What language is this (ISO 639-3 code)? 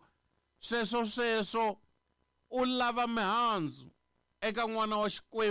tso